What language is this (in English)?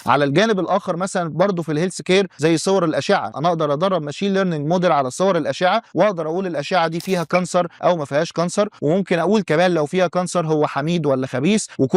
Egyptian Arabic